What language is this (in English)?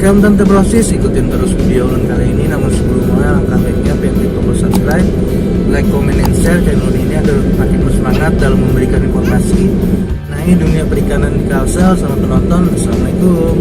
Banjar